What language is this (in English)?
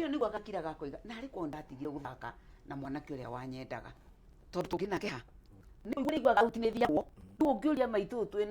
Kikuyu